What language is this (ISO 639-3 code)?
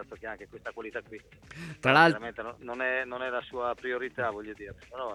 ita